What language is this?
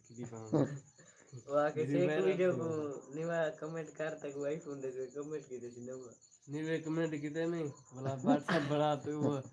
Saraiki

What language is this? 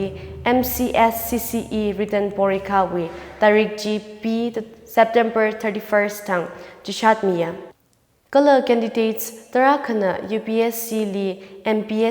Tangkhul Naga (India)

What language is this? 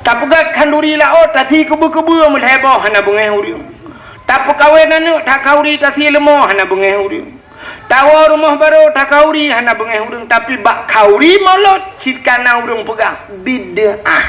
Achinese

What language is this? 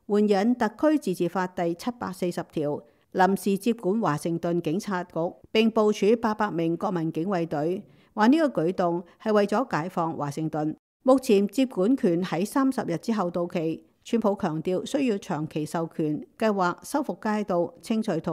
Cantonese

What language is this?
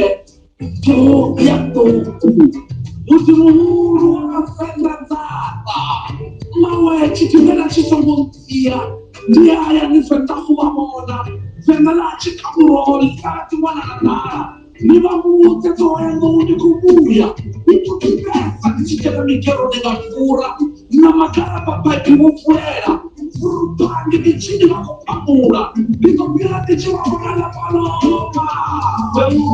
Venda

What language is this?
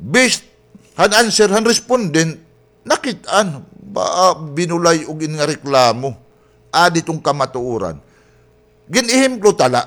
Waray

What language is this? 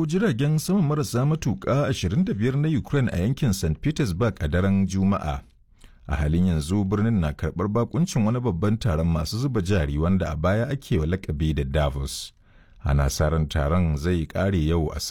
Hausa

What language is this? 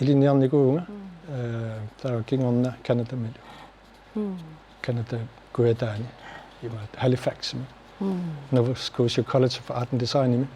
Kalaallisut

